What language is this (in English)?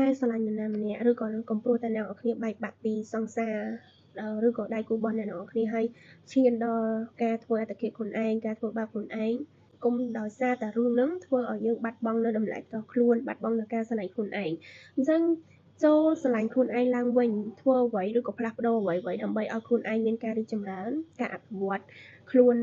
Khmer